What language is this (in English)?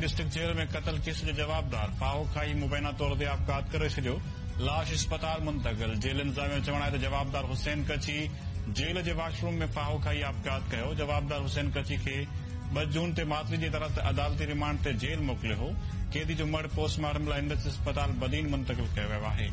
Sindhi